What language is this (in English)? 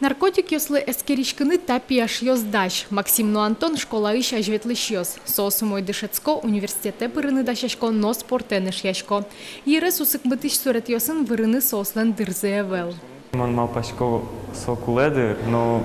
Udmurt